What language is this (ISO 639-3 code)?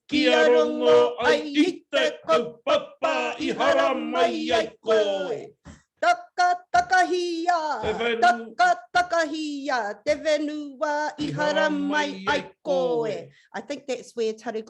mri